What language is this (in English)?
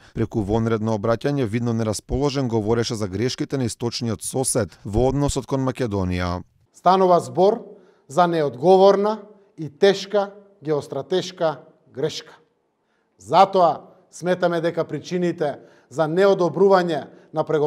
Macedonian